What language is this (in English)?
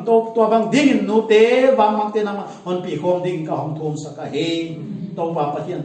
Paite Chin